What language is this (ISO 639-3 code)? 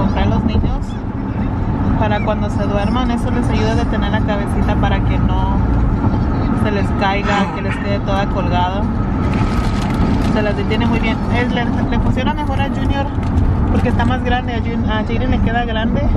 spa